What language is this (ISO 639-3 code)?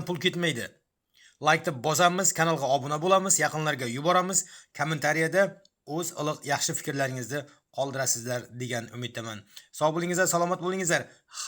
uzb